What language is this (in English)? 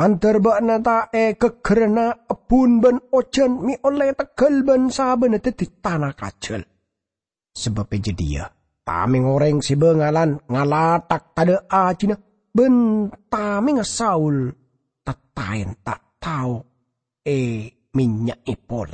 Madurese